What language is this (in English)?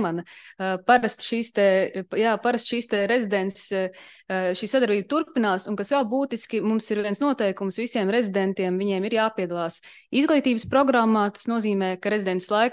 Latvian